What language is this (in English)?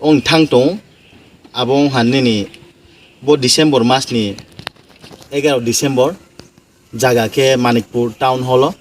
Riang (India)